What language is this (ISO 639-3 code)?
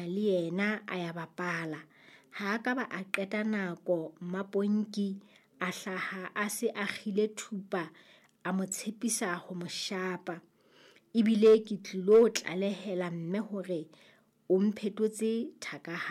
sot